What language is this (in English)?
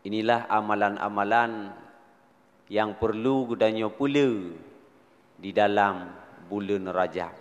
Achinese